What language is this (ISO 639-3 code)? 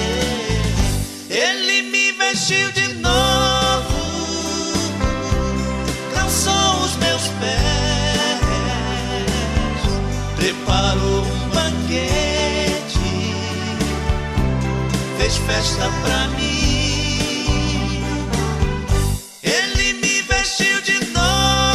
por